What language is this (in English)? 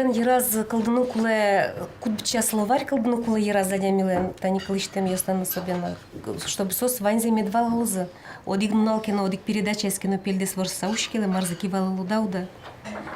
Udmurt